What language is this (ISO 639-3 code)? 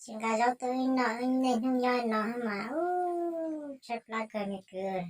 hmn